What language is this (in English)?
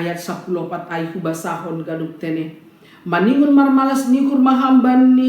Batak Simalungun